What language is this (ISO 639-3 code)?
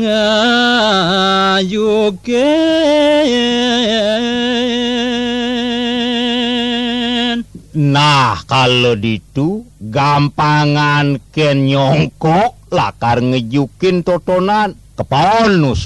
ban